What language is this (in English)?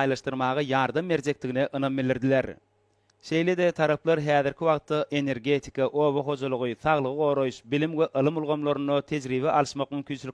Turkmen